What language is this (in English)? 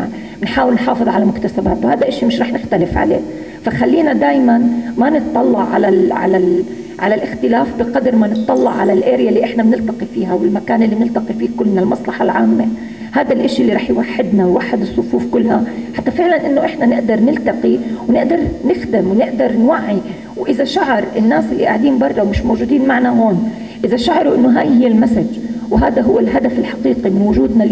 North Levantine Arabic